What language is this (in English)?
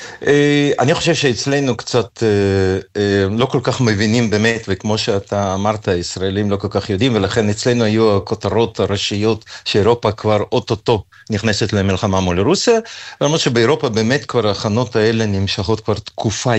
Hebrew